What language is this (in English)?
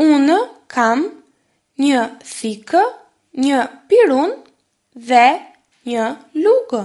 Albanian